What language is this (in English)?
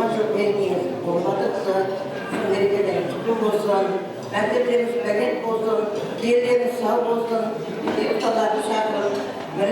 Kara-Kalpak